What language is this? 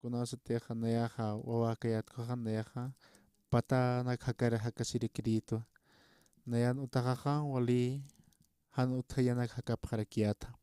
Aymara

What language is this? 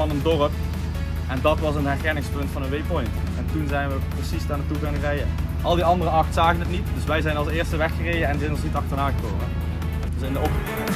Dutch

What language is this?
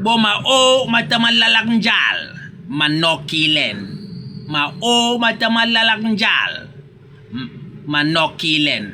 Basaa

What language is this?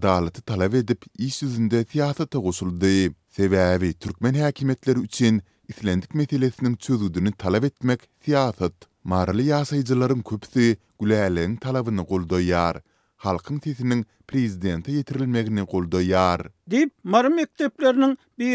Turkmen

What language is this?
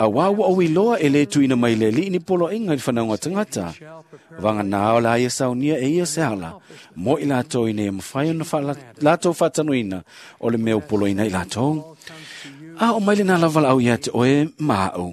Samoan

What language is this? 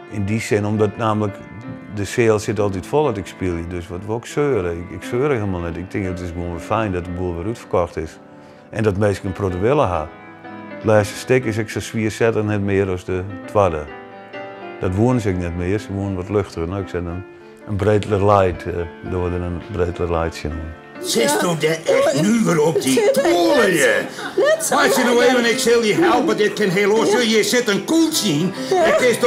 Western Frisian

